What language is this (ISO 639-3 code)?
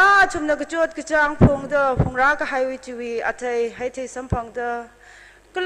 nmf